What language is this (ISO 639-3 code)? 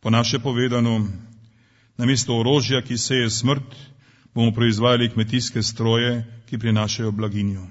slv